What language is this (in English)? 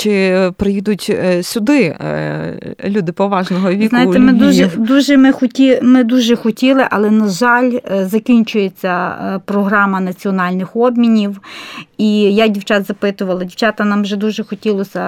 Ukrainian